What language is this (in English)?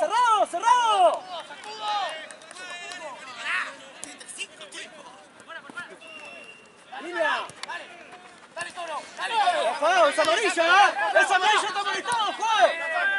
Spanish